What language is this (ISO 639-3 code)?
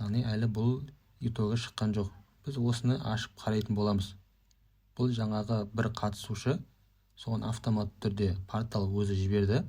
kaz